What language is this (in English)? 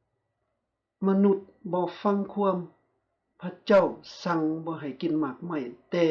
Lao